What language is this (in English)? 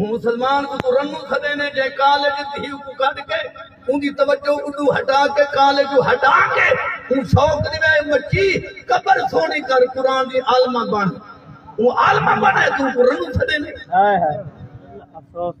Saraiki